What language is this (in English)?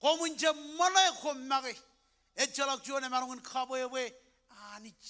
Marshallese